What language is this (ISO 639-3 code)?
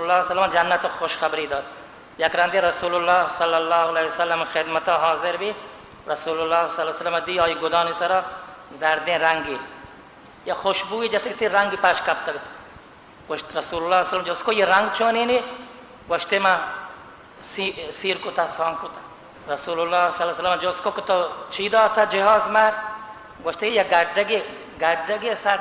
bal